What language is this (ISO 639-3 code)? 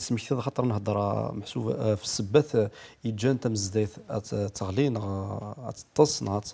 kab